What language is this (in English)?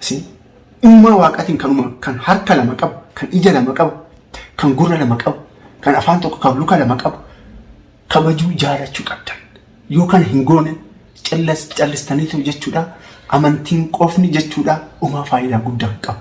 Oromo